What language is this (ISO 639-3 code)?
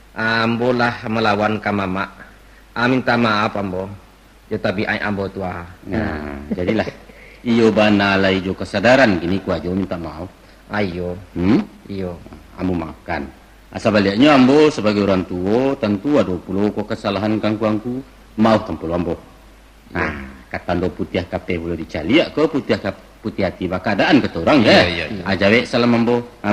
min